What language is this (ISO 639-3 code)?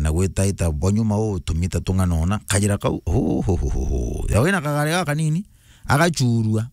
mer